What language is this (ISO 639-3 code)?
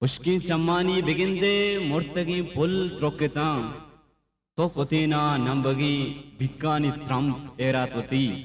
bgp